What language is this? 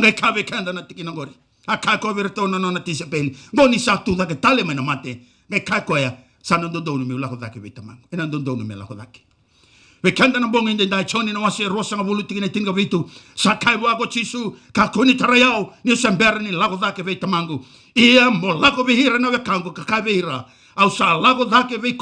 Fijian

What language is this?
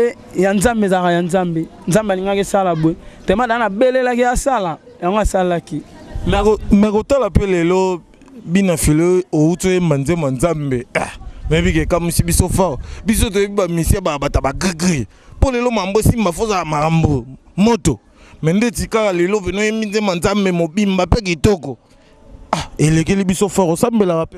Lingala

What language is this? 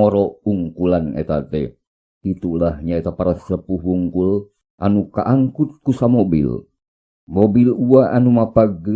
Sundanese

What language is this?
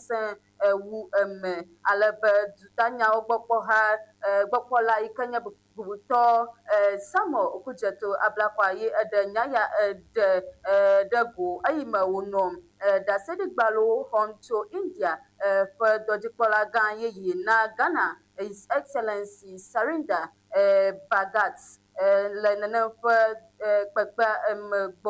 Ewe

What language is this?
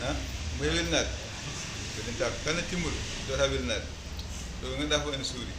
Fula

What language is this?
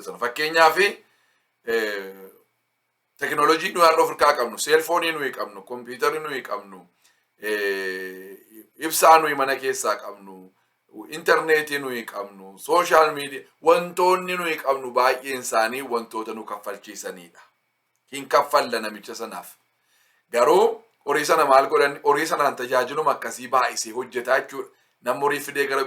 Oromo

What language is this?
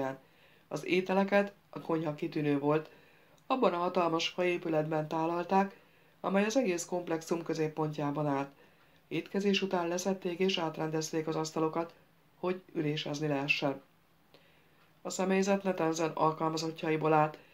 Hungarian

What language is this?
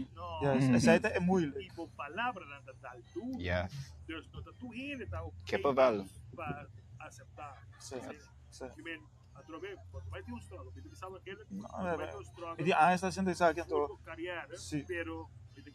Papiamento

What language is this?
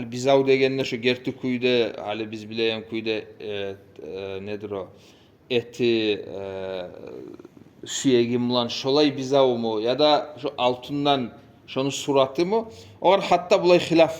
Kumyk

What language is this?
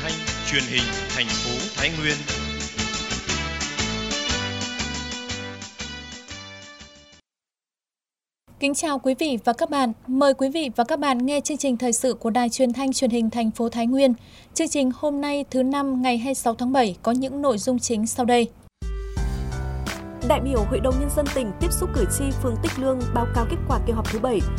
Vietnamese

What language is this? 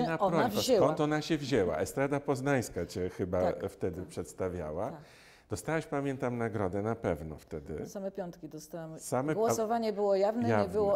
Polish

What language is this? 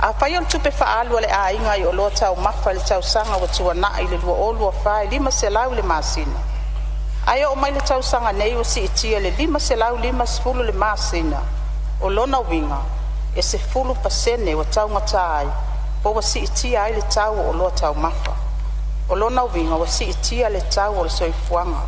Samoan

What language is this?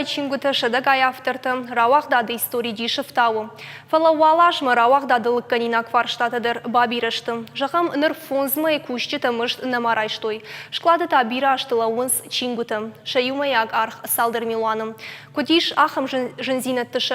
Ossetic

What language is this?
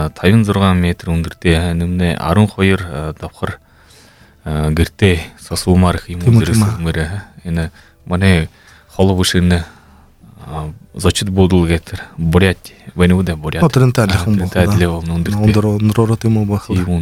Buriat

